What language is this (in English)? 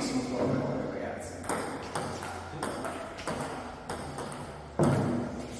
Italian